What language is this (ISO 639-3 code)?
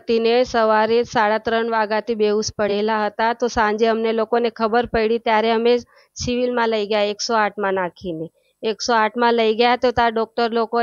guj